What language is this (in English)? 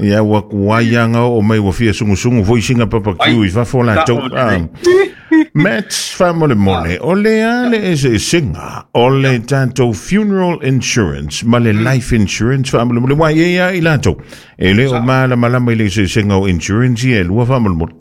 Samoan